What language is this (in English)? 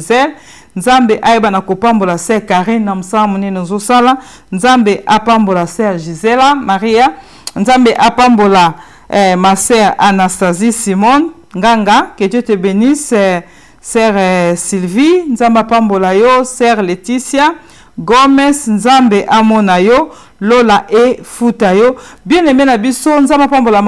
Lingala